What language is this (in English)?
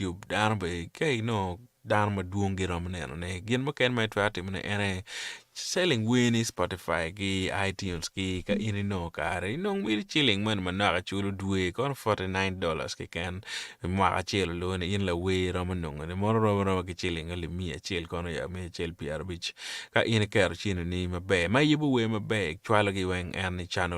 Acoli